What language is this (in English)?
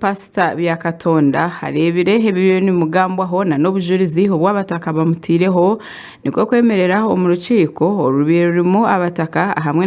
Nyankole